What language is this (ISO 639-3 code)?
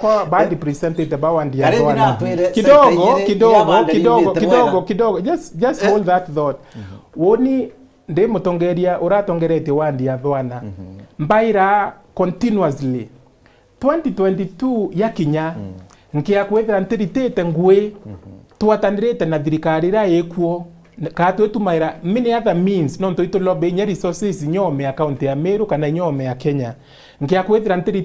mer